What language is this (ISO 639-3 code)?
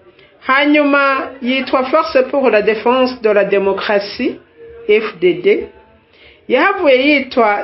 run